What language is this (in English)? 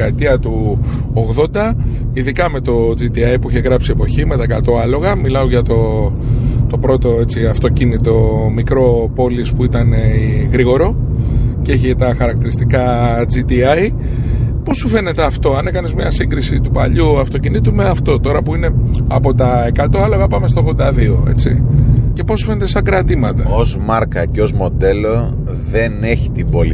Greek